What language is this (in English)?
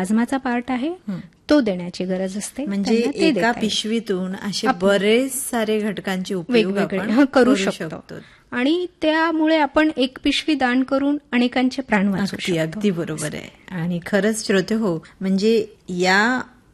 Marathi